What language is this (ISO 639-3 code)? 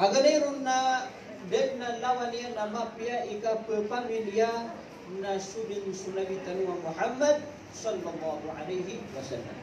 mrw